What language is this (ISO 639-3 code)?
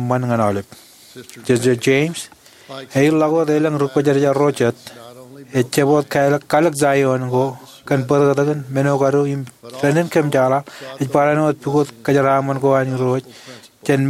mah